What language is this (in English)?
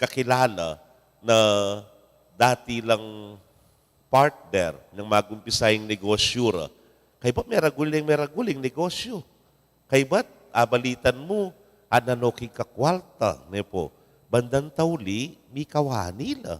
Pampanga